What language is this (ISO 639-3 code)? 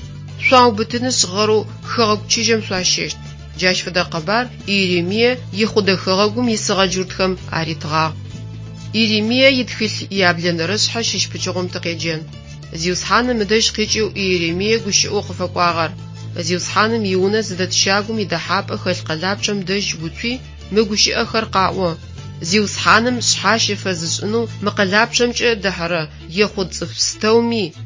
ady